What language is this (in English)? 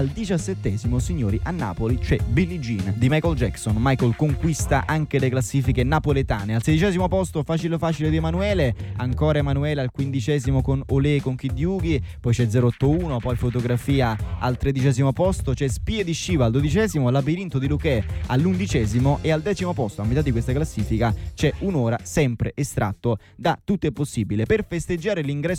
Italian